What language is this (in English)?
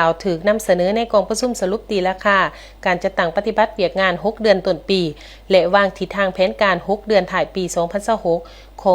Lao